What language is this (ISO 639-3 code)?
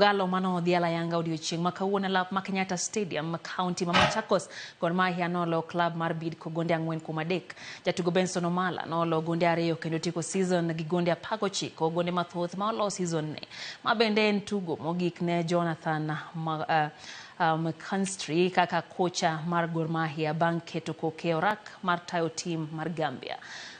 luo